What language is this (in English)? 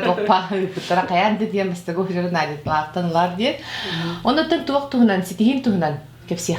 Yakut